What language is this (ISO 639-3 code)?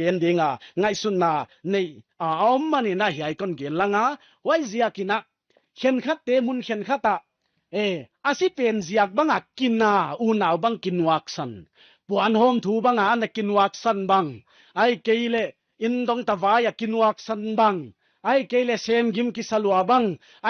pck